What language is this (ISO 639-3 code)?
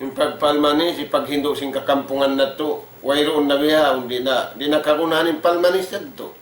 tsg